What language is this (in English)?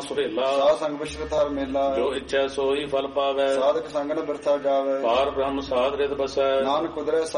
Punjabi